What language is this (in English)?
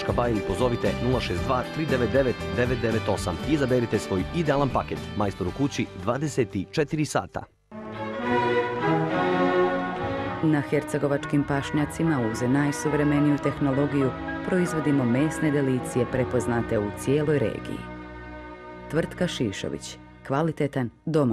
Bosnian